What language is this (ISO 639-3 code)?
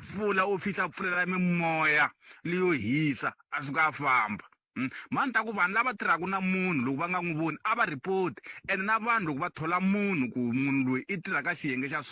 tso